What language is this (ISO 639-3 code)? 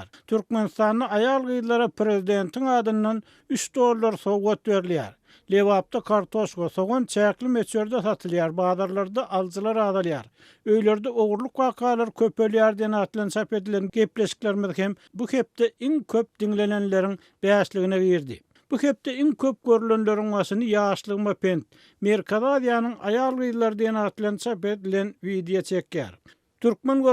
tuk